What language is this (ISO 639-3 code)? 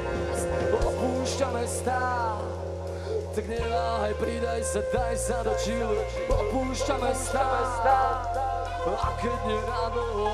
slk